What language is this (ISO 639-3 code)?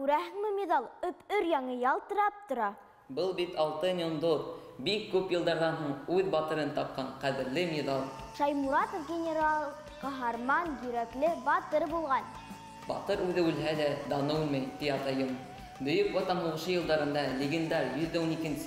bak